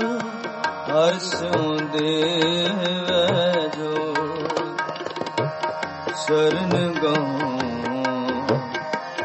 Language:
Punjabi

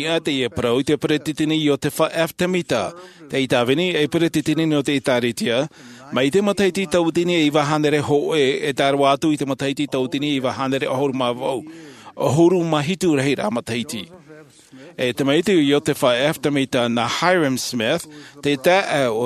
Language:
Tahitian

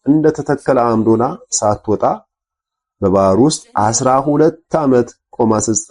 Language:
Amharic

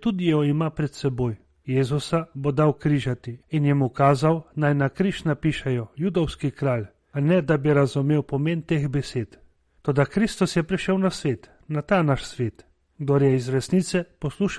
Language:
Slovenian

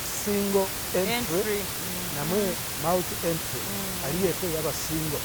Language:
Masaaba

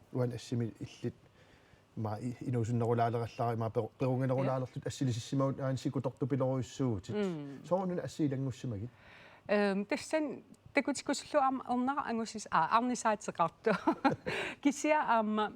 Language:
Kalaallisut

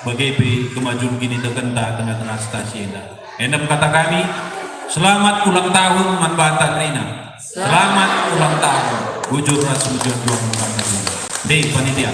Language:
Batak Karo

